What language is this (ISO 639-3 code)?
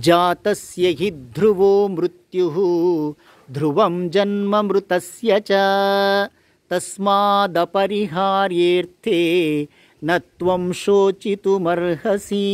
san